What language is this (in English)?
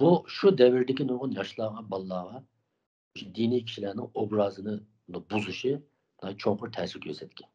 Uyghur